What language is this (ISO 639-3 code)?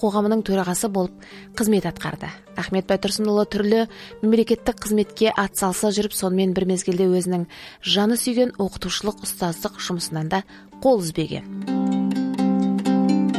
kaz